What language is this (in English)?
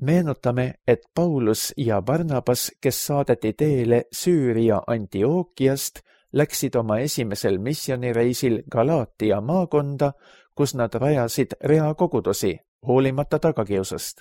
Estonian